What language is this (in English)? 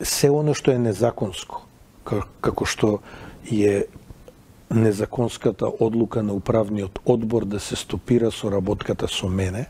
Macedonian